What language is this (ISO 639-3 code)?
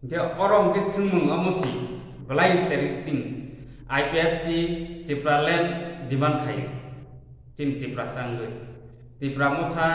trp